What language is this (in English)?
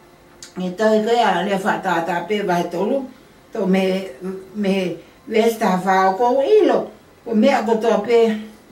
Tongan